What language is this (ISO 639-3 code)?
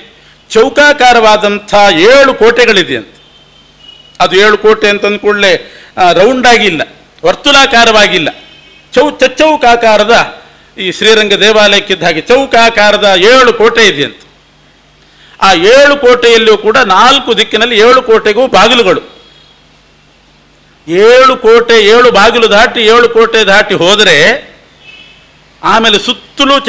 kan